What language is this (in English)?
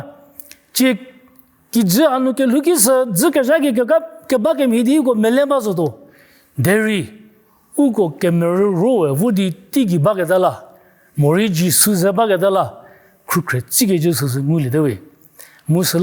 Angami Naga